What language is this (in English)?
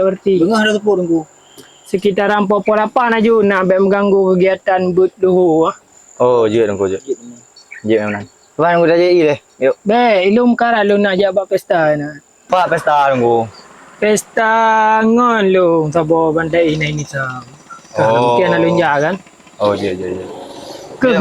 Achinese